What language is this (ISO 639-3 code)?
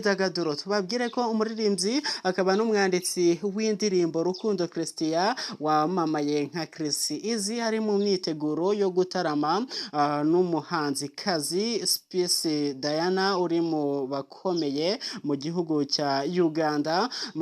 kin